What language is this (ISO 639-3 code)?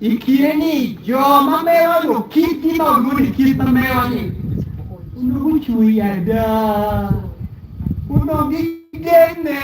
ach